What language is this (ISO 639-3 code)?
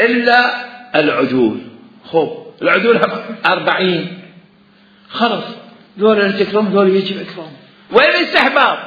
acm